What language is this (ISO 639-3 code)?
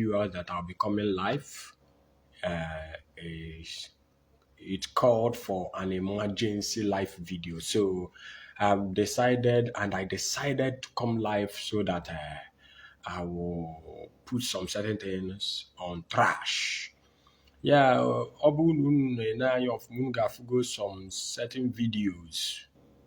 ibo